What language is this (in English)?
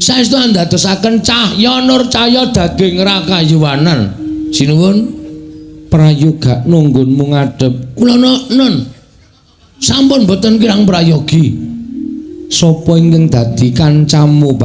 Javanese